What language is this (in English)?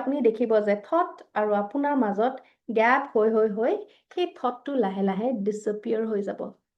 Assamese